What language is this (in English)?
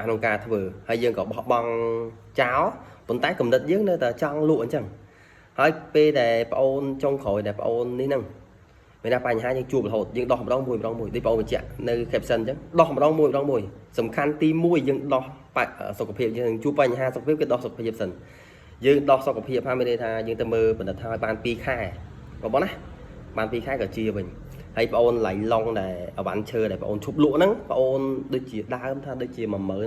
Khmer